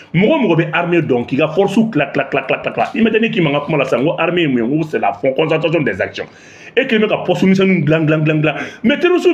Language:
Bambara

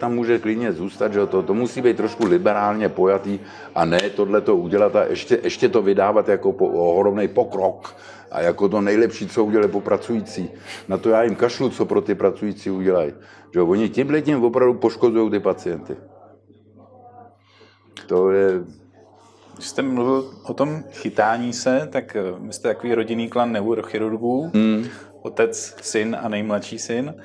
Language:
Czech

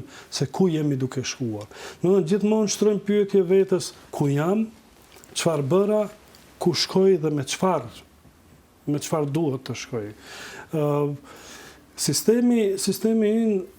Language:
Albanian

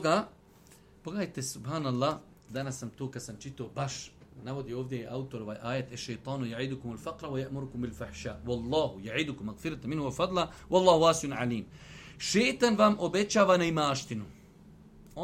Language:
Bosnian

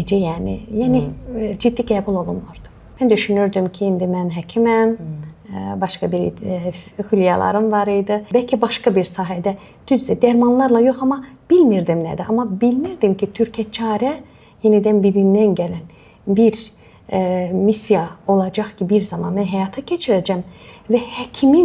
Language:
Azerbaijani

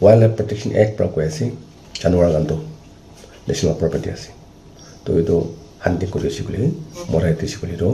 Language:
Naga Pidgin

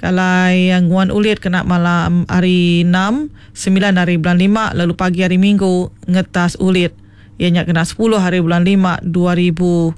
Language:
Iban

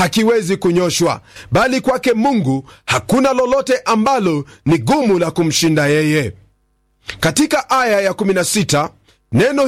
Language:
Swahili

